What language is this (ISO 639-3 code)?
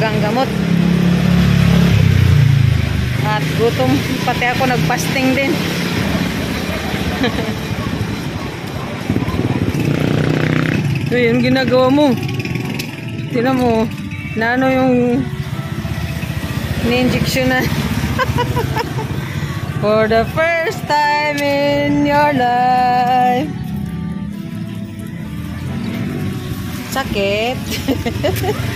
fil